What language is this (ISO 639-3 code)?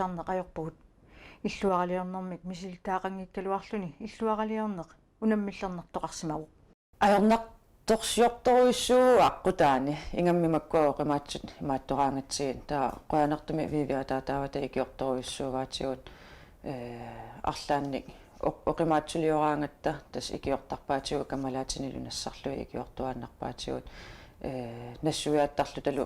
kal